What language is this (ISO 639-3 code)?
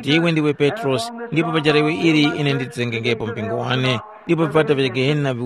tum